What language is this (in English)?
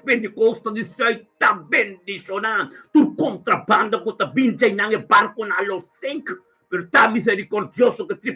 Papiamento